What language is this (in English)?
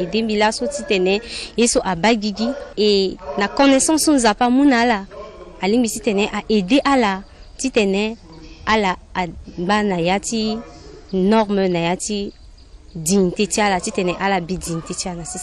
Sango